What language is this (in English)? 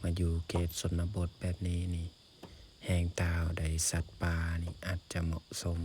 Lao